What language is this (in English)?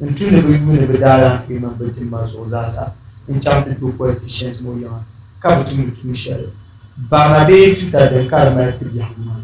Dagbani